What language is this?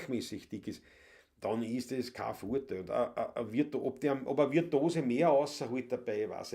Bavarian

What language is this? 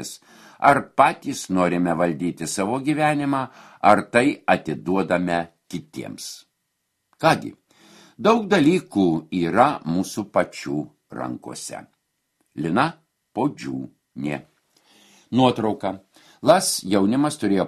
Lithuanian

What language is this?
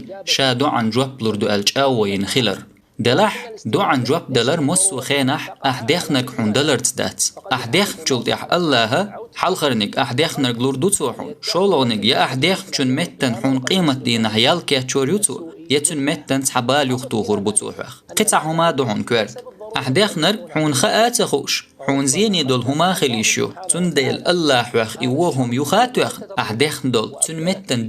Chechen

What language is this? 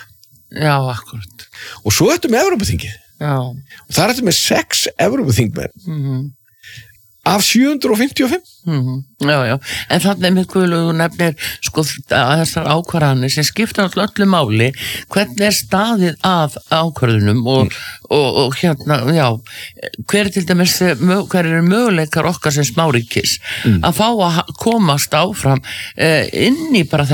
Icelandic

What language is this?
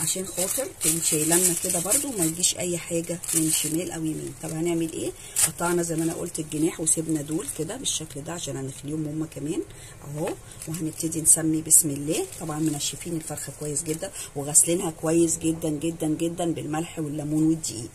Egyptian Arabic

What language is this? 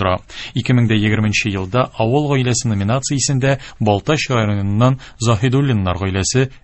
Tatar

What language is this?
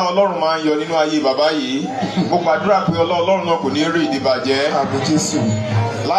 Yoruba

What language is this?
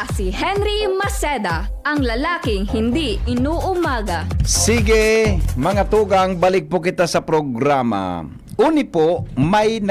Bikol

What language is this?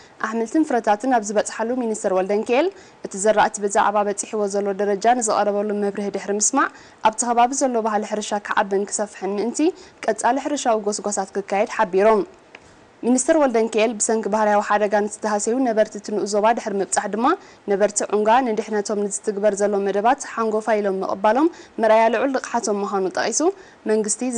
Tigrinya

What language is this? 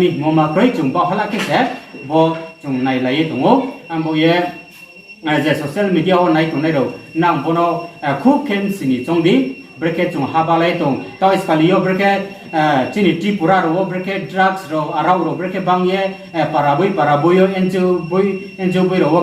Riang (India)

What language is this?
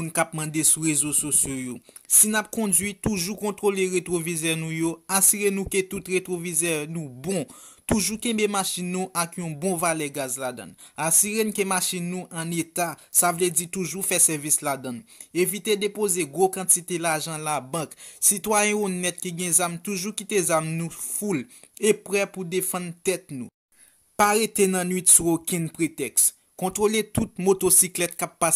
Haitian Creole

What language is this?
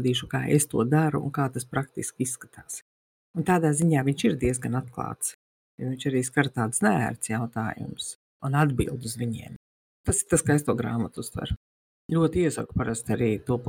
Latvian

